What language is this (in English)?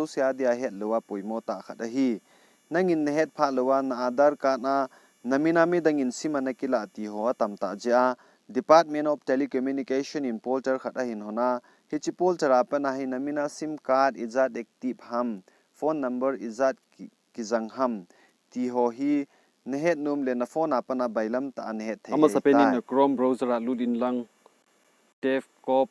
Thado Chin